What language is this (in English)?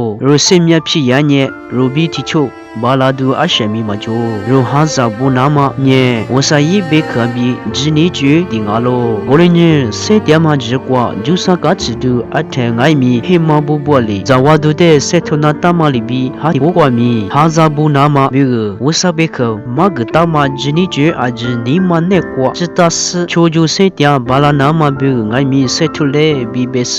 Lisu